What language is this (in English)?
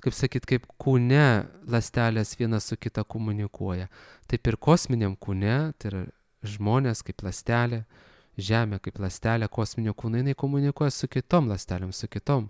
Lithuanian